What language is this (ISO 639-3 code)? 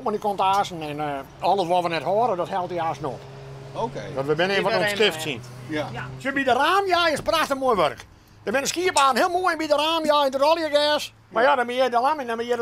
fry